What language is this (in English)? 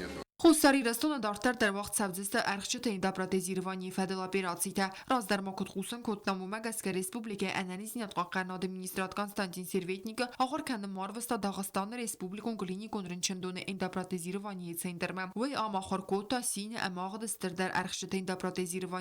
Ossetic